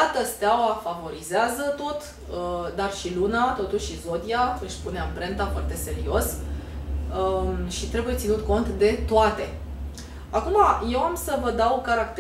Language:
Romanian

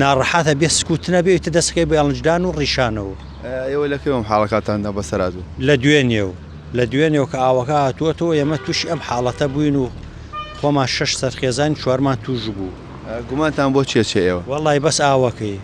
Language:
Central Kurdish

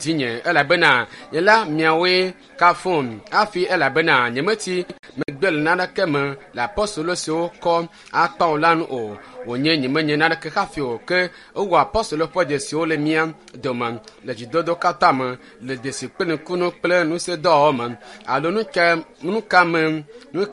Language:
Ewe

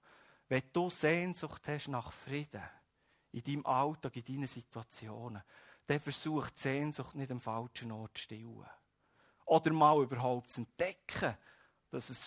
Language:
German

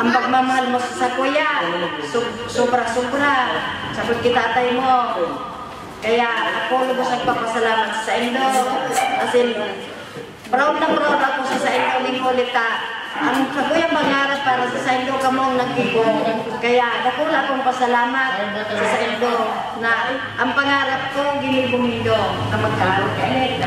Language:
Bikol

